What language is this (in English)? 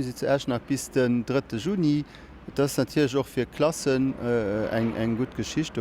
Luxembourgish